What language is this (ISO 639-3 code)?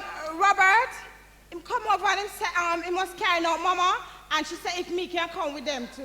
jam